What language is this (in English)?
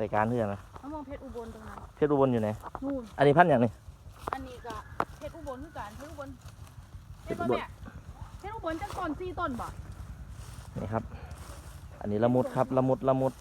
Northeastern Thai